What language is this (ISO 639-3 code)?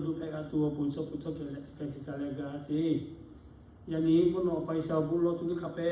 lhu